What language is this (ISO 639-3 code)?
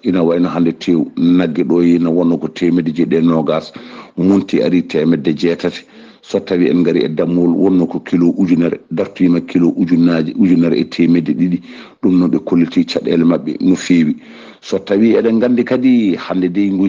ful